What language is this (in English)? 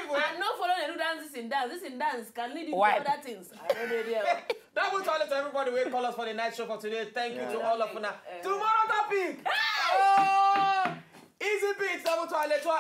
Nigerian Pidgin